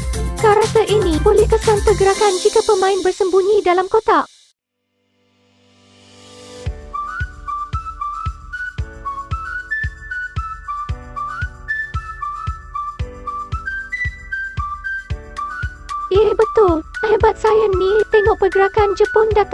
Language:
Malay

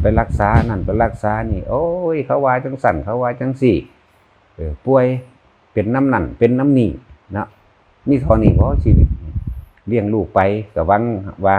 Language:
Northeastern Thai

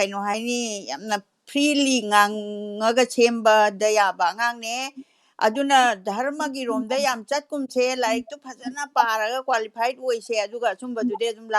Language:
Manipuri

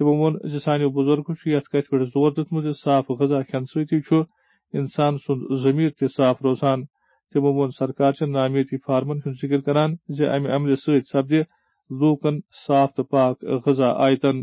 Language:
Kashmiri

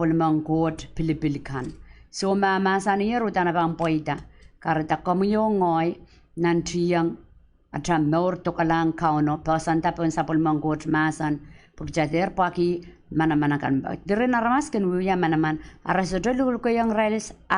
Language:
Pohnpeian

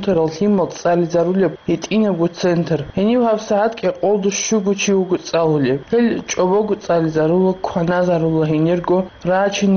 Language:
Avaric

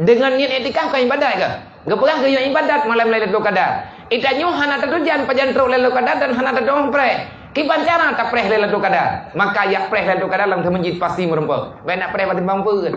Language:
Achinese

